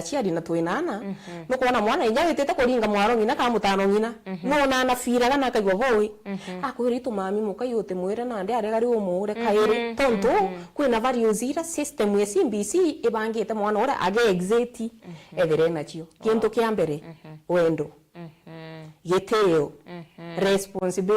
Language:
Meru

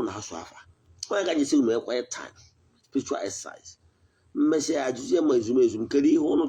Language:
Igbo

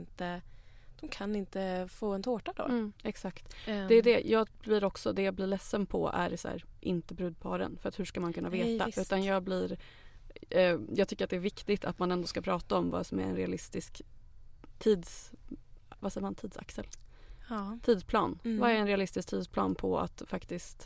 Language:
Swedish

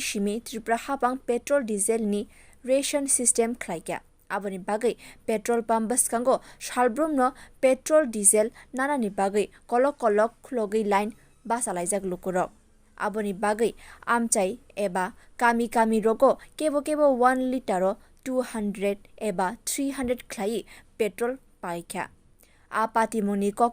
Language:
Kok Borok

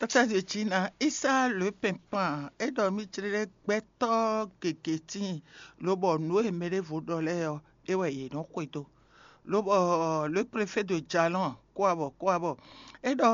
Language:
Fon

